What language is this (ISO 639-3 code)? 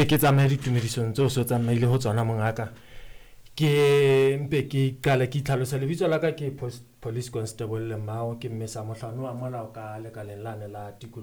sot